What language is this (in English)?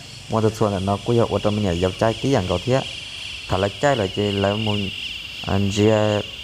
Hmong